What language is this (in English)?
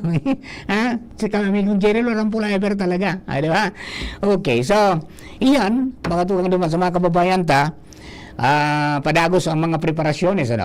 Bikol